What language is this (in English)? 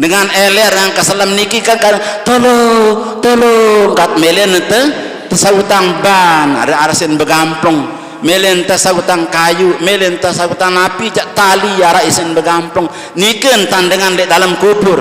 Sasak